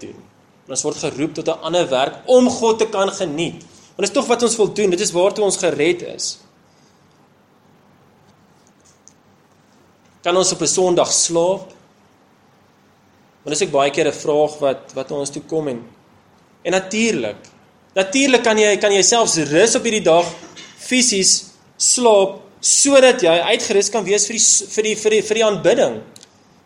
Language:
Afrikaans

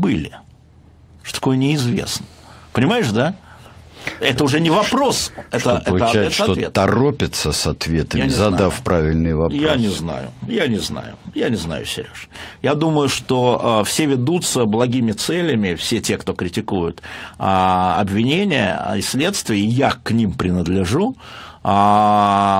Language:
Russian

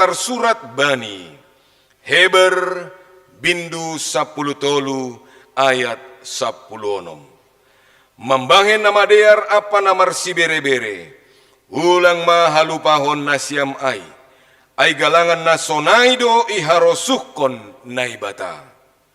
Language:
Batak Simalungun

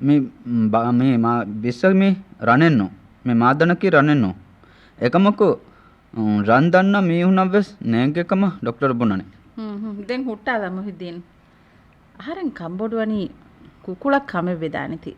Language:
Divehi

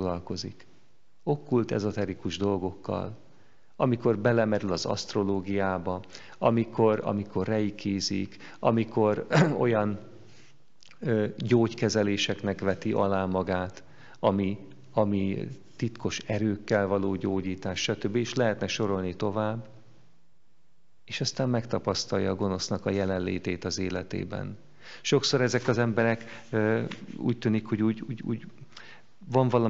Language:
Hungarian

